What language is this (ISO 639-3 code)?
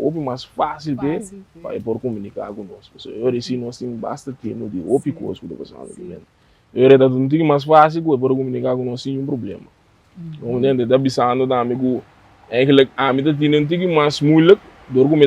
pap